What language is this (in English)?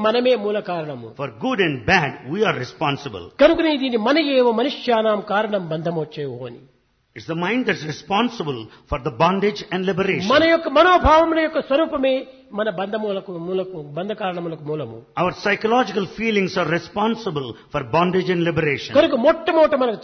Telugu